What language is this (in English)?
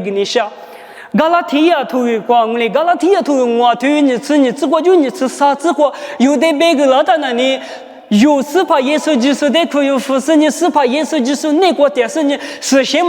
Lisu